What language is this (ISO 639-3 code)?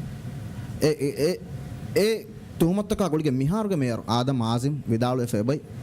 div